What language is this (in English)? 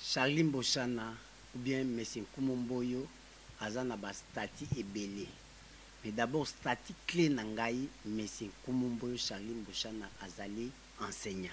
Lingala